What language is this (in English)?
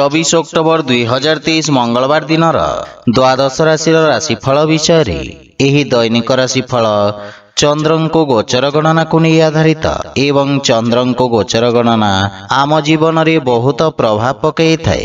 Odia